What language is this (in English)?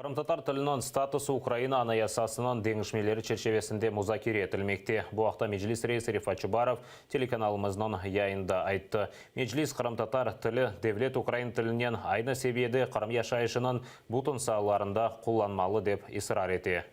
Crimean Tatar